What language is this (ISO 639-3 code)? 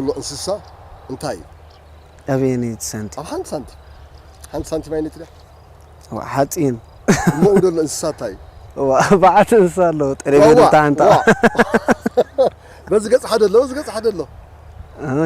tir